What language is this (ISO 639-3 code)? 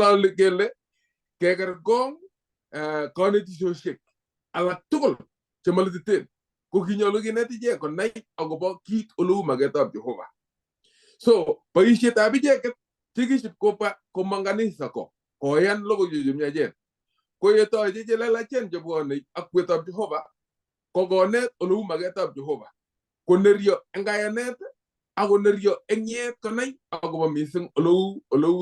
kln